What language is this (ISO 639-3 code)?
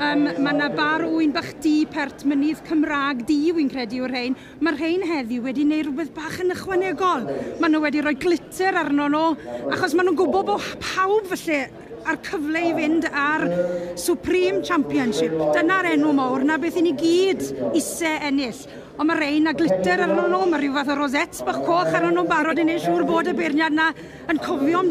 cym